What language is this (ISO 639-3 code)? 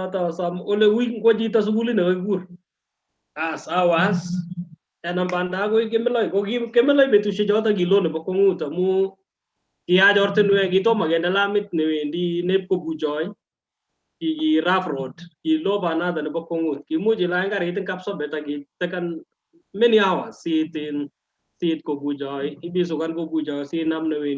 kln